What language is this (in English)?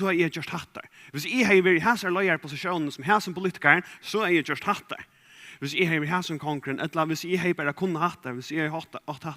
Faroese